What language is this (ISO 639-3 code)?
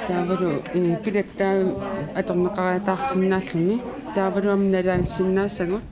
kal